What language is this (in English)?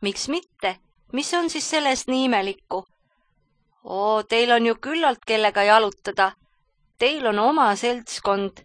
Estonian